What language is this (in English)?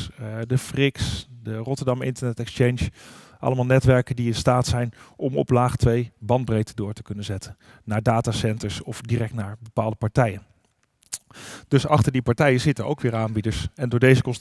Dutch